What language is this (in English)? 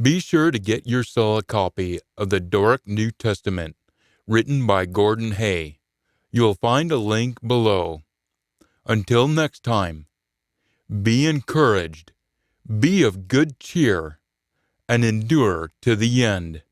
Scots